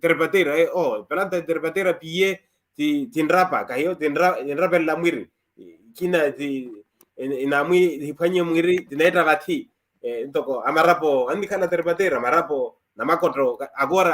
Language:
Makhuwa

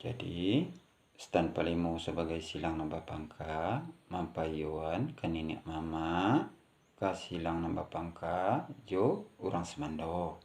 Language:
Minangkabau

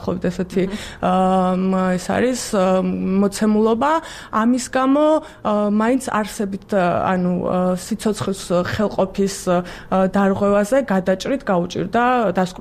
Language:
Georgian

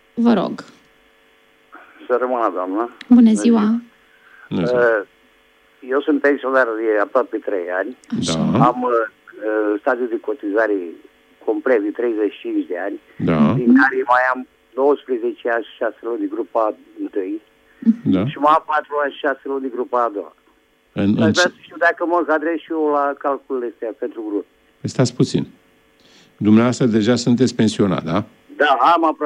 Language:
Romanian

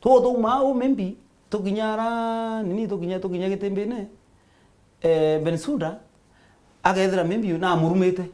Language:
Meru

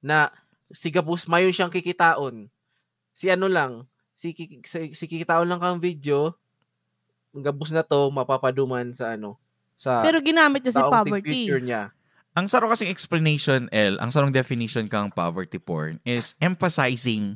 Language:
Bikol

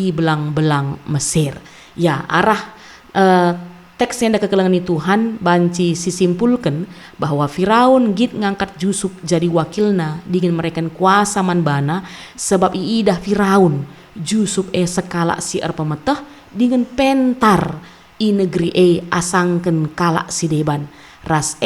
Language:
Batak Karo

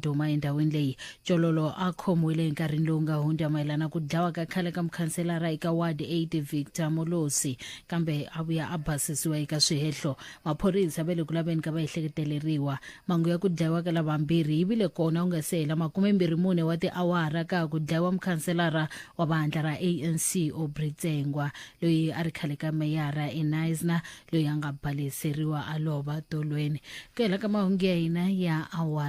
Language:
Tsonga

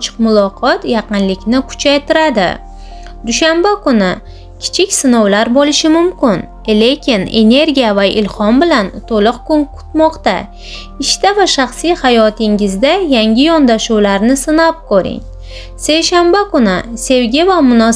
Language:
Uzbek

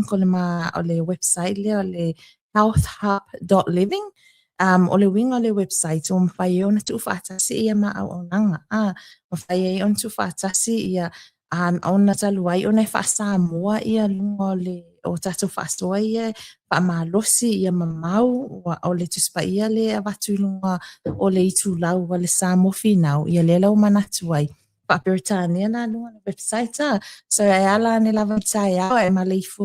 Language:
Samoan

